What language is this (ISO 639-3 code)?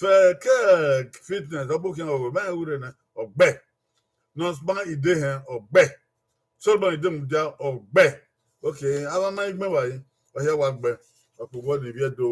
bin